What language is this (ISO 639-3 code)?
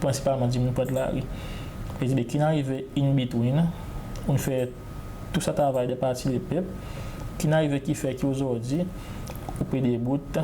crs